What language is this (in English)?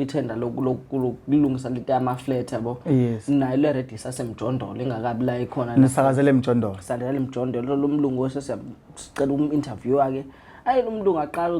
Zulu